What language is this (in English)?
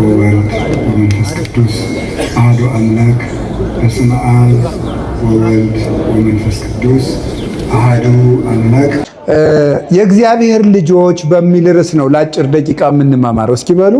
Amharic